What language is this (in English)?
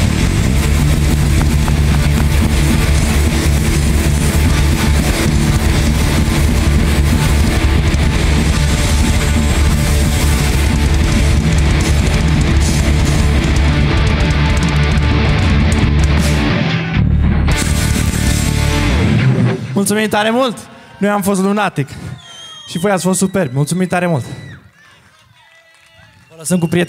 Romanian